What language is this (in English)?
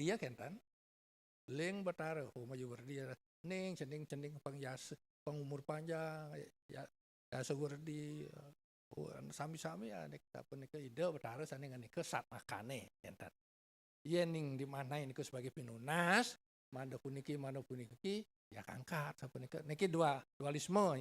Balinese